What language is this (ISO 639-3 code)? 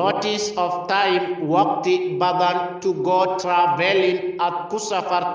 som